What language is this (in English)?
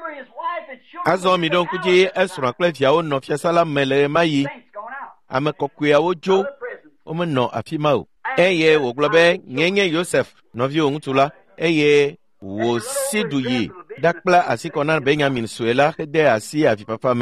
Ewe